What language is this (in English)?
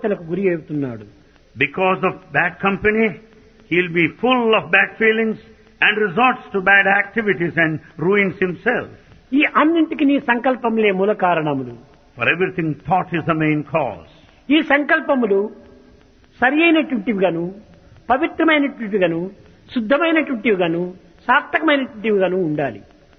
Telugu